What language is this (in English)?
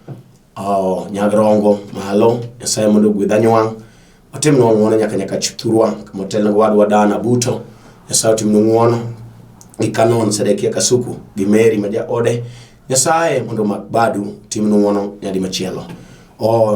Luo (Kenya and Tanzania)